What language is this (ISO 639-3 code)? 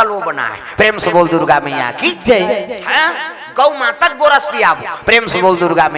hne